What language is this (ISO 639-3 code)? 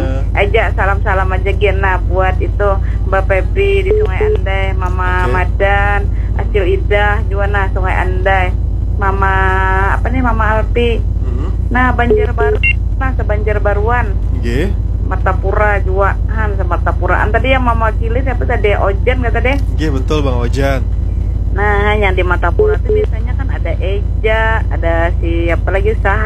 bjn